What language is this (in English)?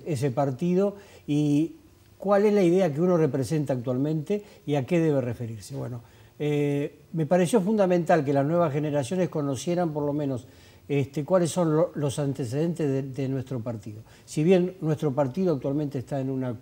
Spanish